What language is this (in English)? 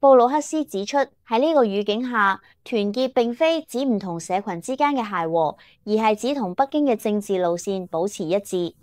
Cantonese